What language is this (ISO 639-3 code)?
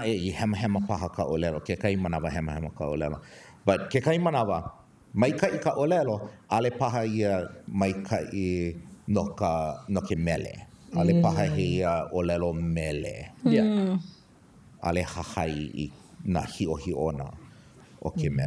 haw